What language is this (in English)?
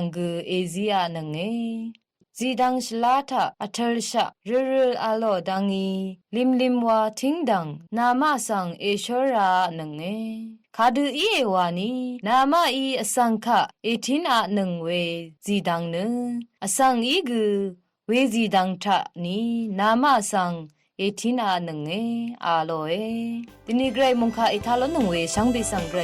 Rawang